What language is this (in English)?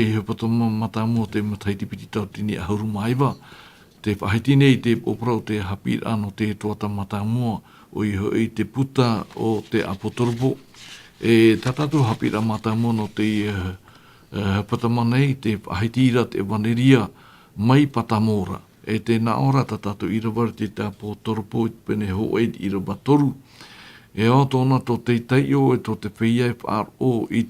Tahitian